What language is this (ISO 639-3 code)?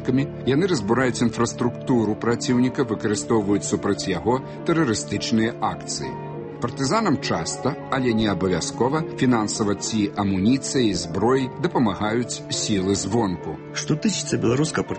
bel